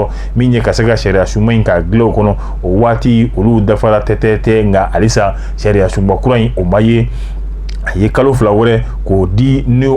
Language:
Bambara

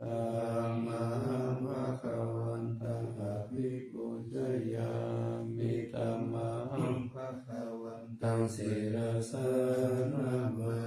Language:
Pali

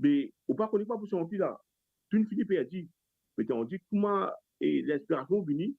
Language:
Morisyen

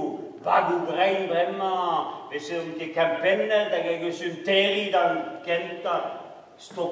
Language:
Breton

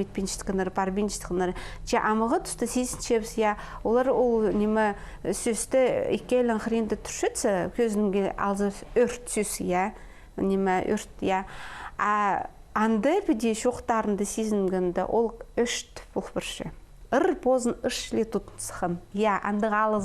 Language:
Khakas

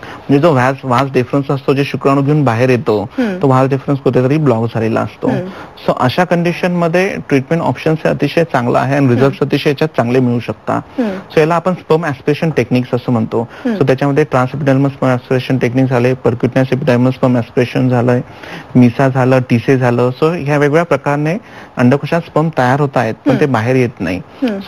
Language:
Marathi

